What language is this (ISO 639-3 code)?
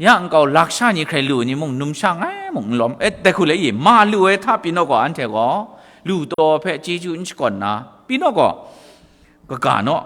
kac